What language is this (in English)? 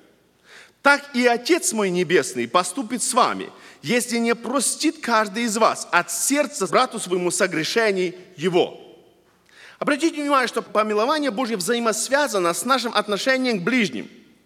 Russian